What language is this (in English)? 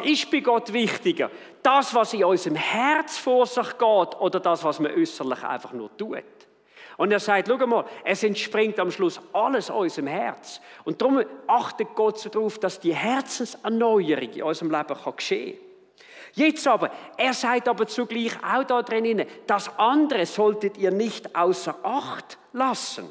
Swiss German